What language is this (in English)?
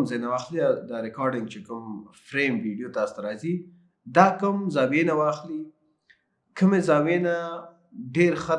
Pashto